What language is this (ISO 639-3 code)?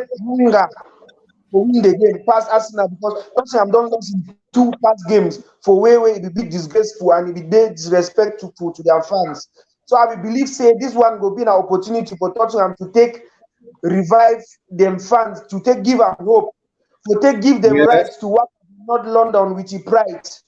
pcm